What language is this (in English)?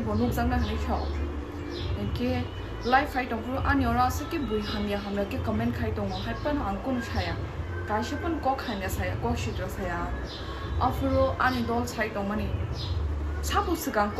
Kok Borok